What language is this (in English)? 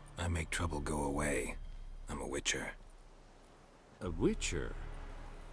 English